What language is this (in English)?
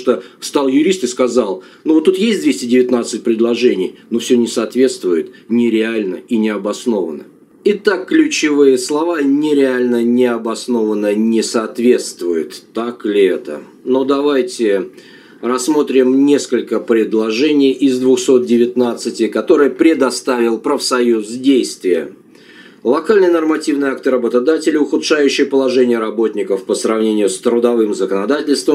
Russian